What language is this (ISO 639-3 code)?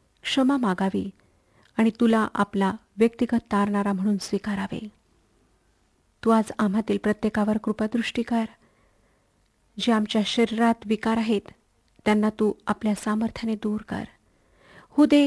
mar